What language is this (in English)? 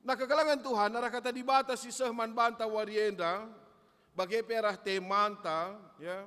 Batak Karo